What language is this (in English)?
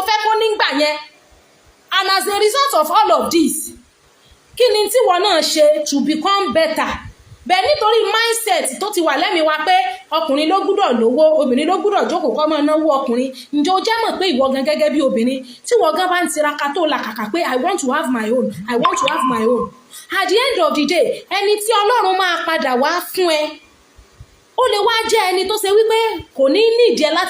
Yoruba